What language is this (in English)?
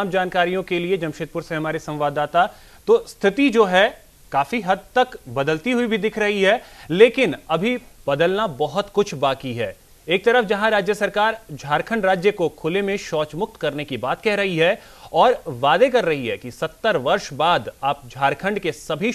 Hindi